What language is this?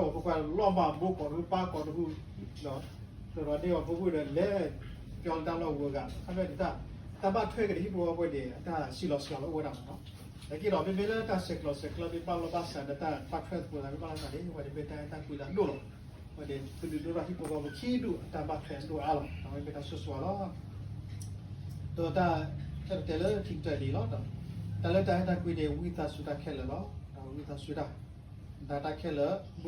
S'gaw Karen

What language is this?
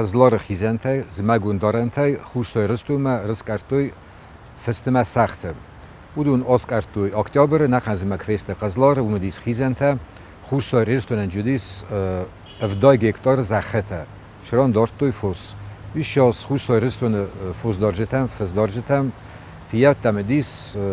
Ossetic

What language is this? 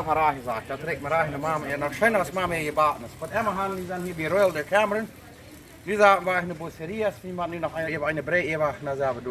Plautdietsch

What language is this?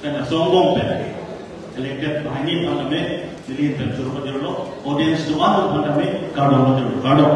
Karbi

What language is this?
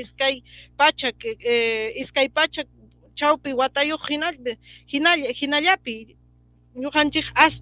Ayacucho Quechua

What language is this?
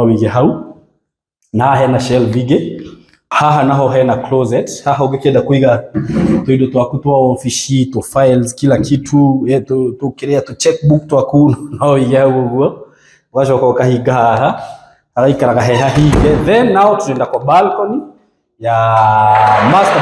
Kikuyu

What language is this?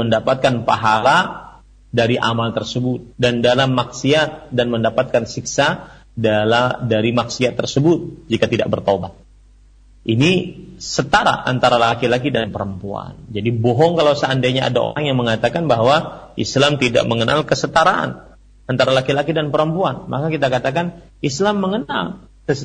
Indonesian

